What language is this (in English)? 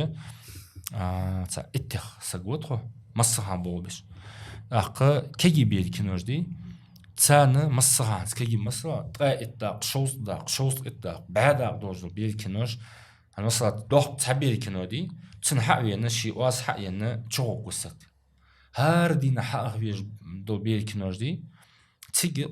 Ingush